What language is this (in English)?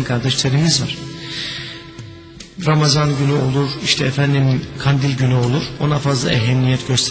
Turkish